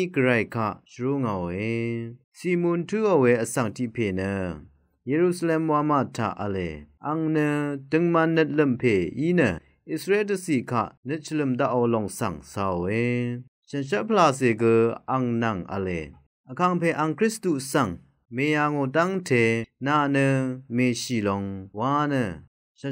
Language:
Rawang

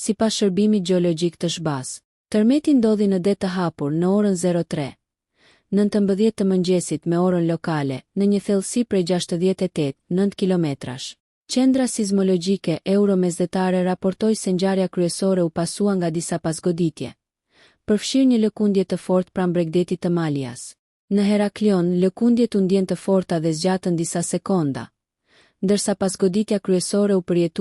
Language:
Albanian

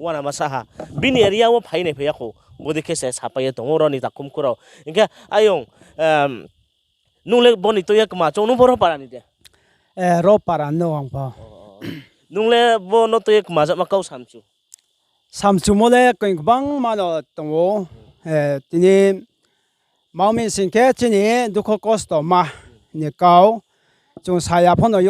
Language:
Riang (India)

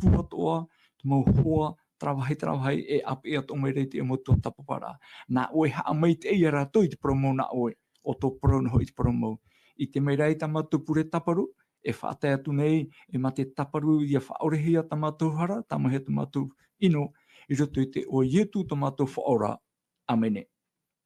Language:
Tahitian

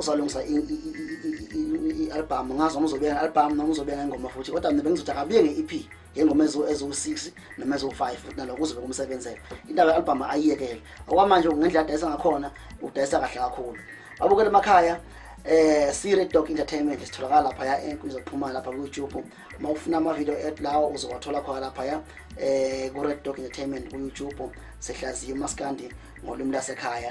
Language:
Zulu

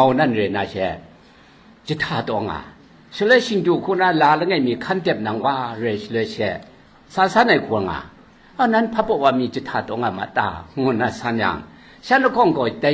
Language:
Kachin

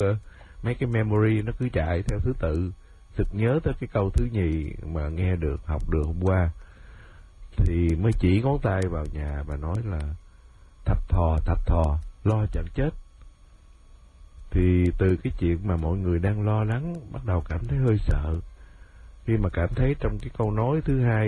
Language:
Vietnamese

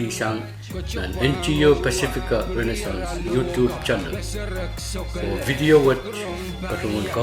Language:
Pohnpeian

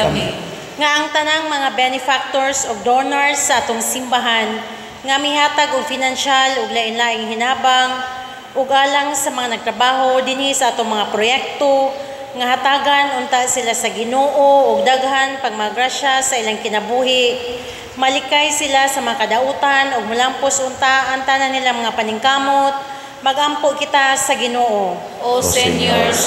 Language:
Cebuano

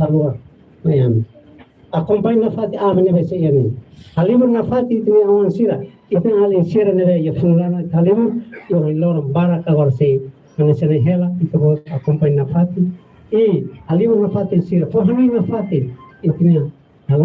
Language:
Tetum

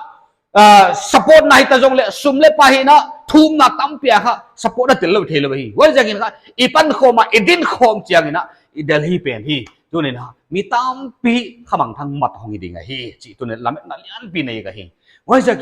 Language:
Paite Chin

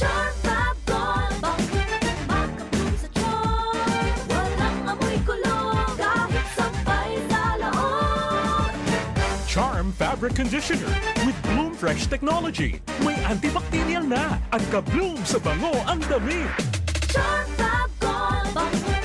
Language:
Bikol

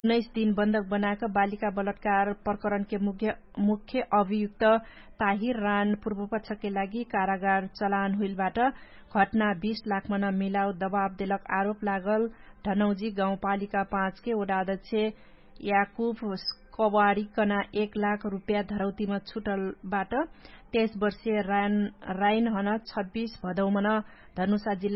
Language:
Dangaura Tharu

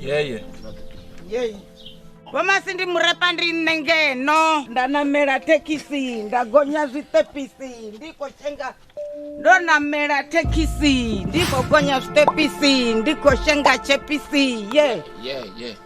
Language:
Venda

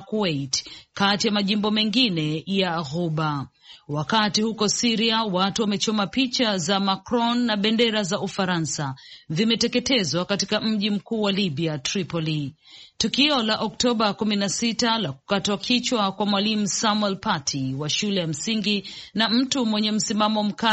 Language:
Swahili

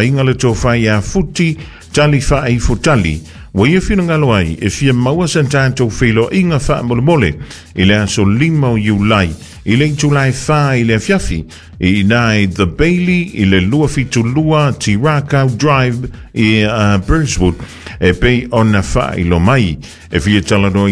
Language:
Samoan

